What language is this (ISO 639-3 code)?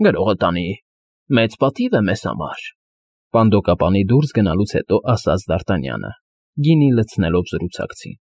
hye